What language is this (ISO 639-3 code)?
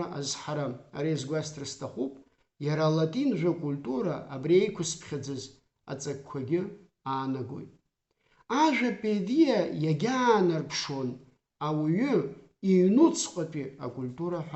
abk